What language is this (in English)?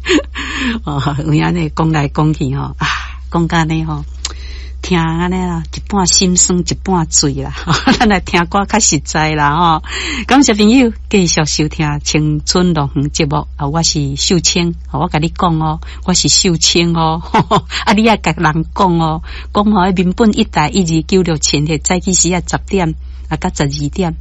Min Nan Chinese